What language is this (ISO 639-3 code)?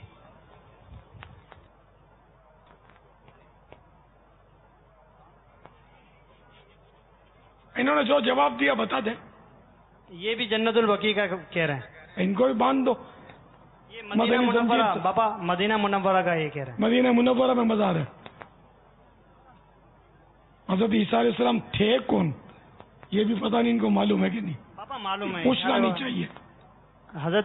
urd